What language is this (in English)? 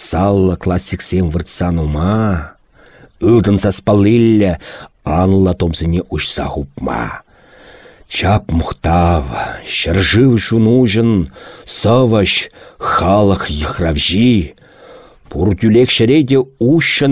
Chuvash